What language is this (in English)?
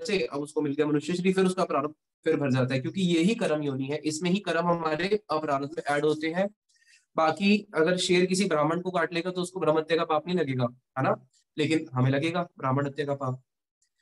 Hindi